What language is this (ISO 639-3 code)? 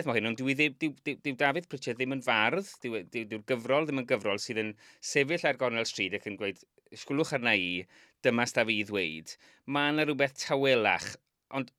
cym